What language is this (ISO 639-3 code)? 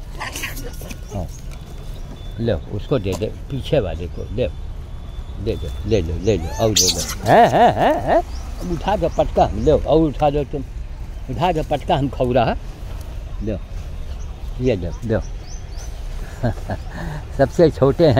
hin